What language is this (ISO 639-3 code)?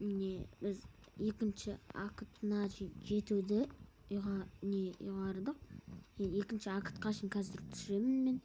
kaz